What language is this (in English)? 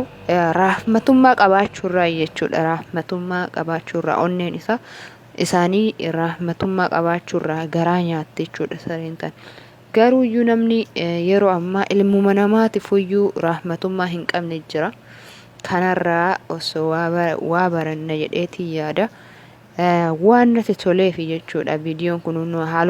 Oromo